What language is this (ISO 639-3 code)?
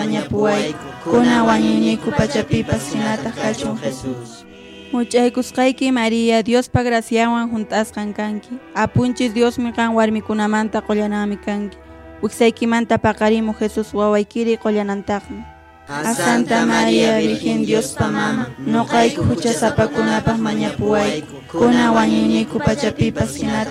que